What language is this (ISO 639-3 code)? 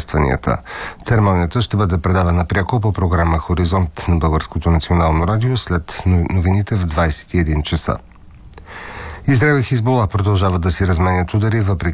bul